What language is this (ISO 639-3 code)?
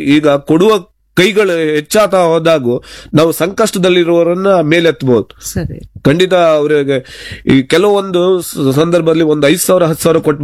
kan